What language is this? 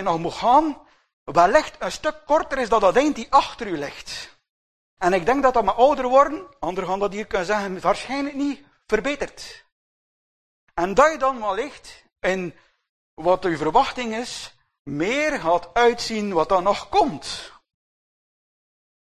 Dutch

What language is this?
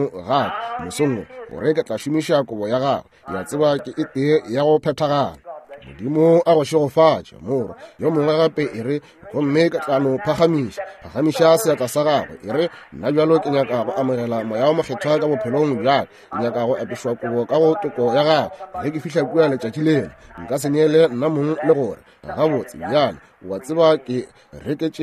Northern Sotho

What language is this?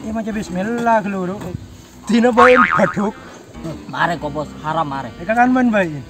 Madurese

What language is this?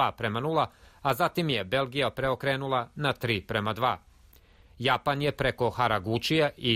Serbian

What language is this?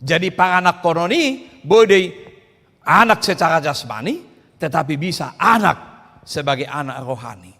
Batak Toba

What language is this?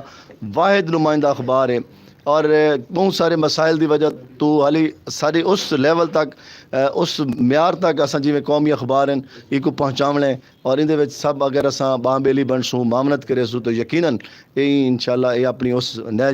Saraiki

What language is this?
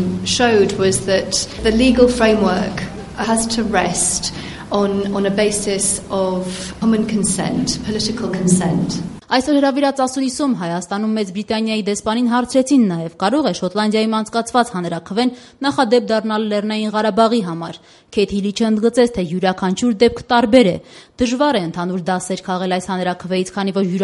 Armenian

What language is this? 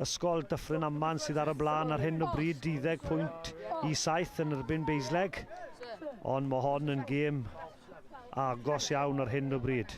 Welsh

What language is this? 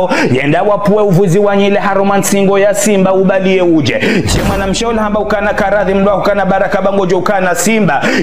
Ngazidja Comorian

